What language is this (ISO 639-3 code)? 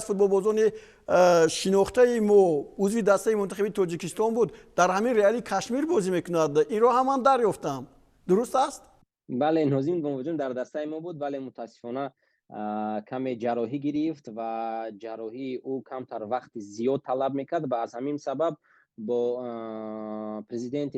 tgk